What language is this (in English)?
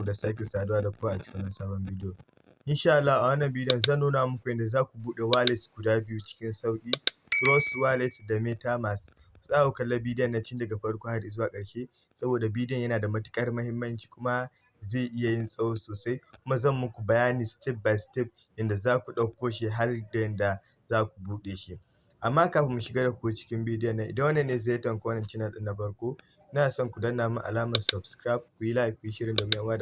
Hausa